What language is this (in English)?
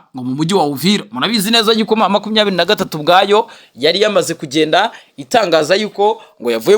Kinyarwanda